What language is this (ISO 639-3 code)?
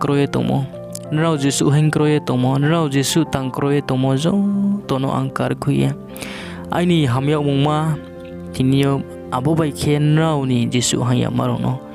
ria